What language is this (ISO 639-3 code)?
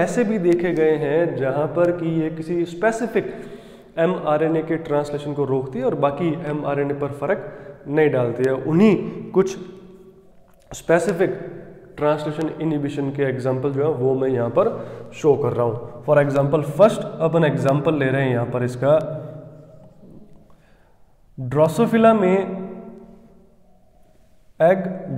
hin